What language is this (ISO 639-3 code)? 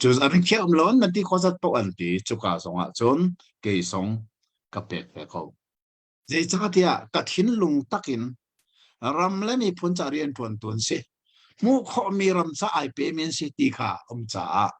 cnh